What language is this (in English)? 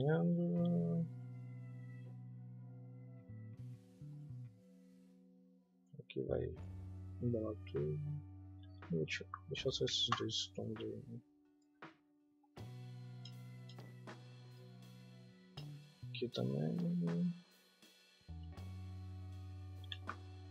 Portuguese